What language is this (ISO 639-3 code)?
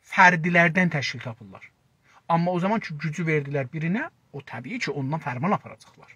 azb